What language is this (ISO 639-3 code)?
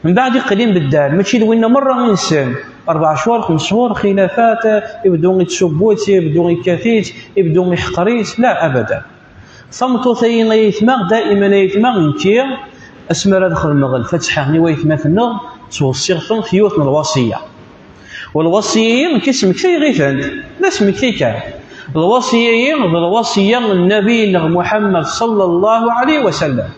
kab